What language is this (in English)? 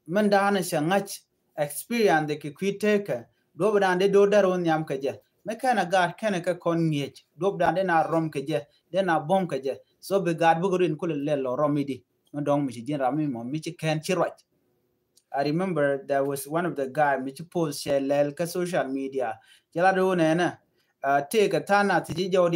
Nuer